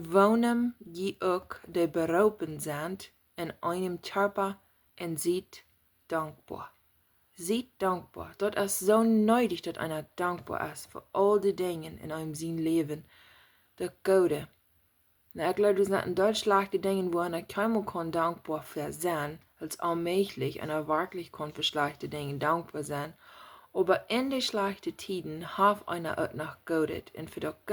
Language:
Plautdietsch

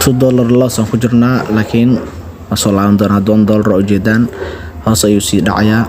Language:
Somali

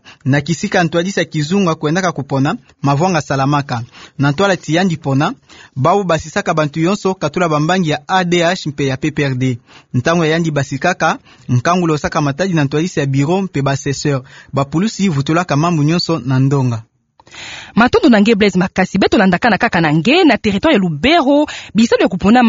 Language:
Kituba (Democratic Republic of Congo)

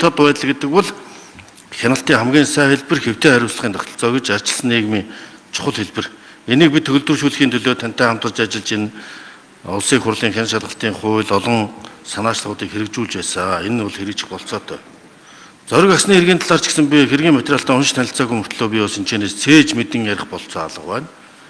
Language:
Mongolian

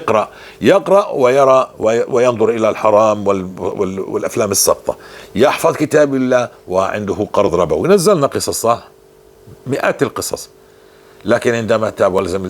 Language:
North Levantine Arabic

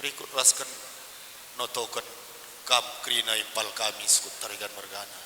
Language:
Batak Karo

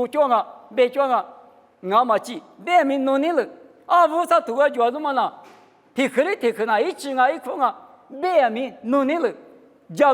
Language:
Lisu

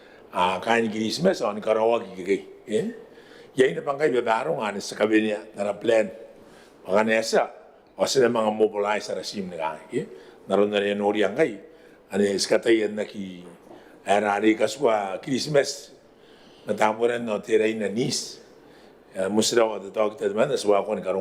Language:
Gilbertese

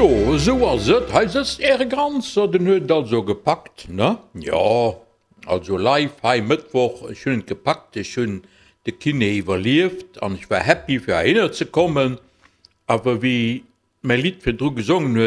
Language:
Luxembourgish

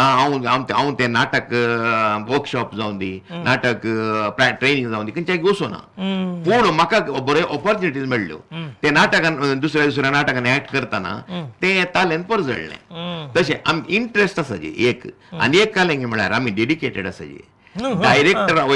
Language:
Konkani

